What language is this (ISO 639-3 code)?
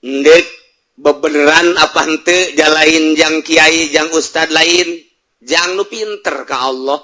sun